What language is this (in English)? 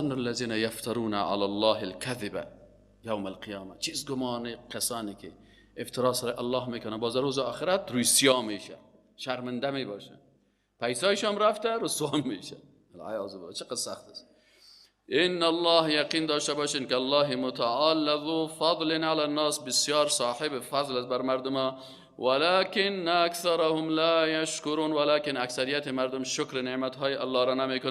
Persian